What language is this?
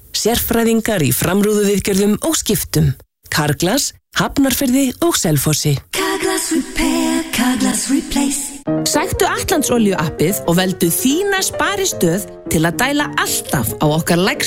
Icelandic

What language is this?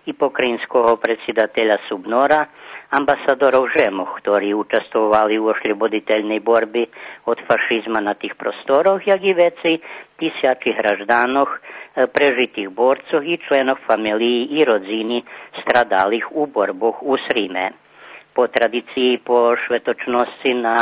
Rusyn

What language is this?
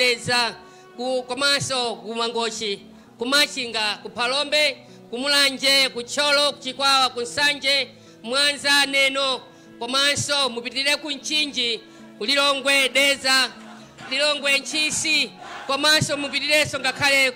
Nyanja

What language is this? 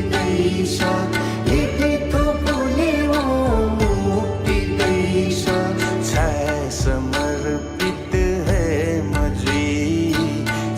Newari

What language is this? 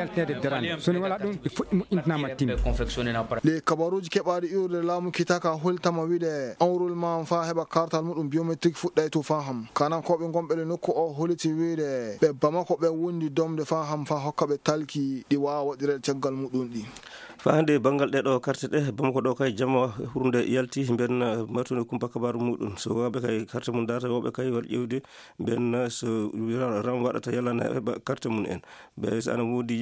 Maasina Fulfulde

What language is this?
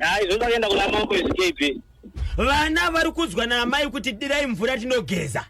Shona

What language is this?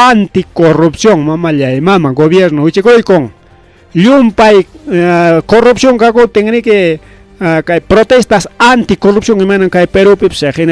Ayacucho Quechua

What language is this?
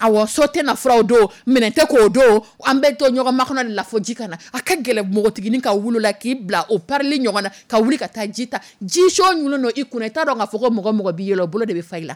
Dyula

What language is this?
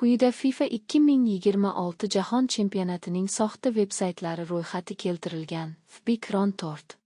Uzbek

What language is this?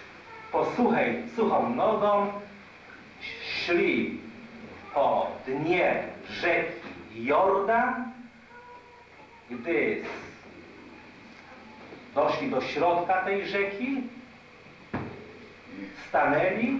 Polish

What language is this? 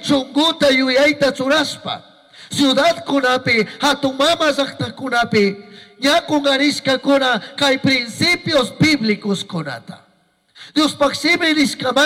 Chimborazo Highland Quichua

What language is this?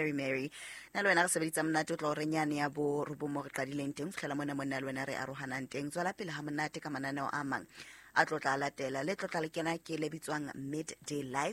Southern Sotho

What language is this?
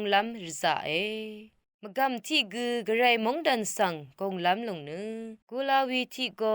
Rawang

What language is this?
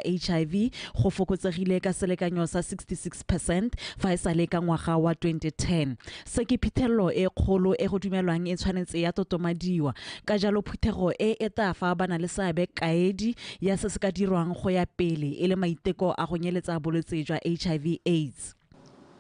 Tswana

